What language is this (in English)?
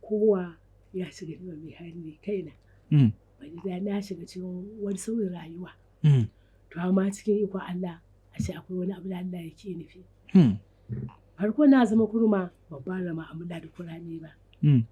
Hausa